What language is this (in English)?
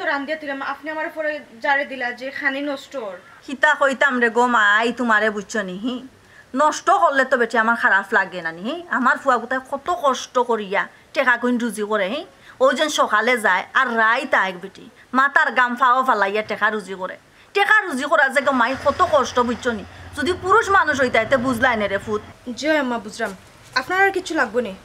Sylheti